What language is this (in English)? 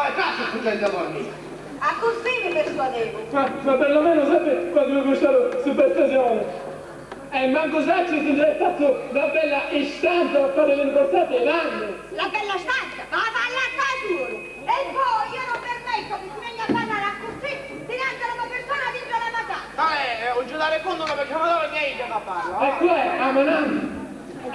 Sicilian